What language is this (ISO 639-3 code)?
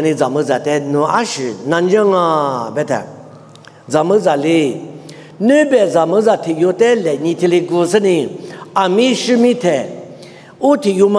lis